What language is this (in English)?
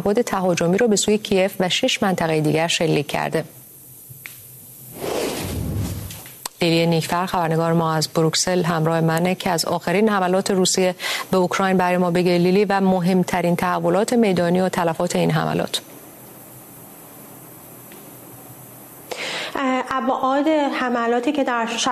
Persian